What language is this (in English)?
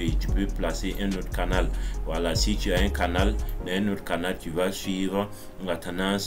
French